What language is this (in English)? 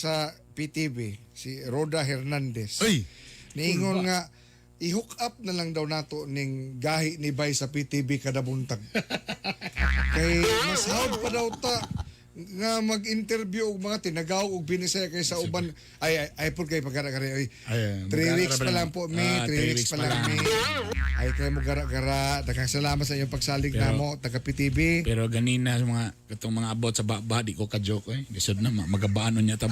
Cebuano